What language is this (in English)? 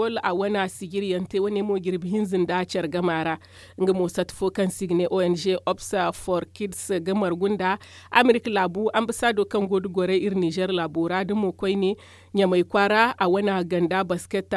Zarma